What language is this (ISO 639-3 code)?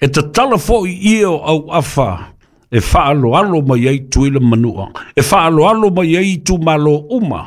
smo